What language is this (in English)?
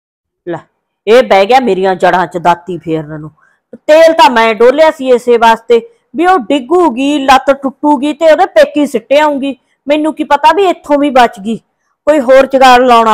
Punjabi